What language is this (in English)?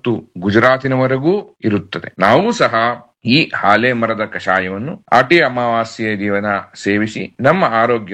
Kannada